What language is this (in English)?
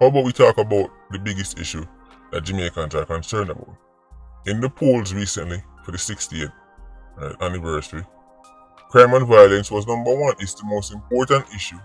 Jamaican Creole English